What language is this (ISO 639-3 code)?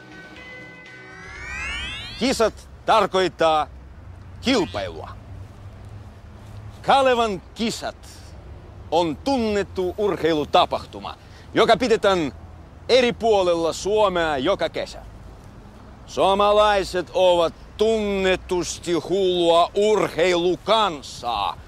fin